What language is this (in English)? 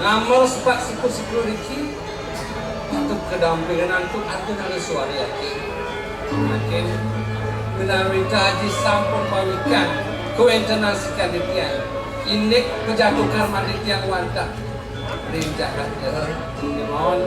Balinese